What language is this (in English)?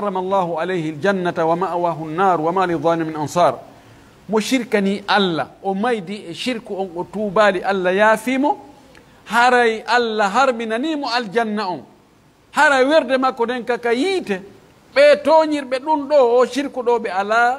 Pular